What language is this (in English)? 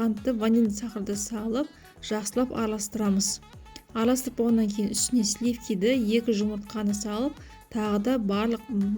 Kazakh